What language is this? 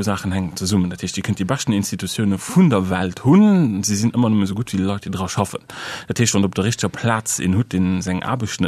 Luxembourgish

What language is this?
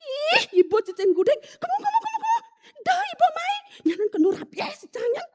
Balinese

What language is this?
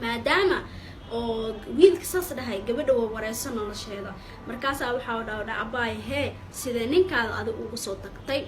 Somali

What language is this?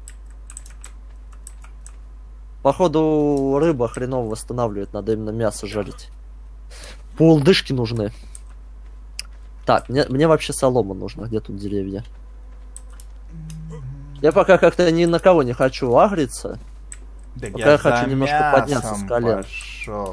Russian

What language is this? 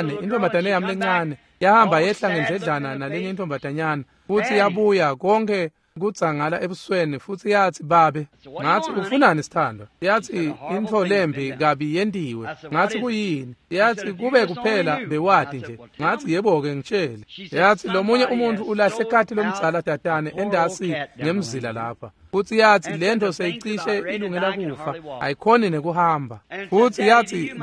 Swati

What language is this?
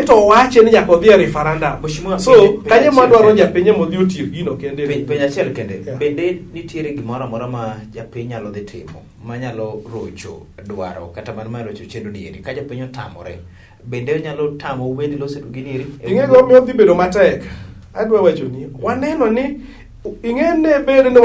Luo (Kenya and Tanzania)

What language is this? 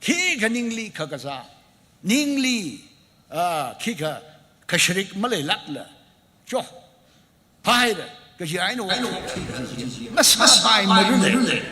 Tangkhul Naga (India)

